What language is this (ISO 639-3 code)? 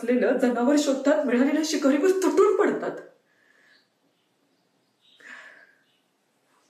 mar